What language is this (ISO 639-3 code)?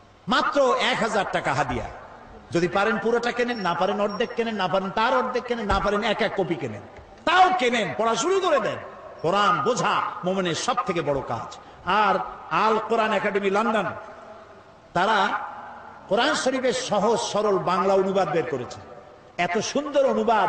ben